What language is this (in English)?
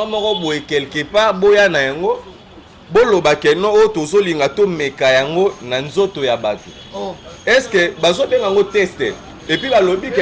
Lingala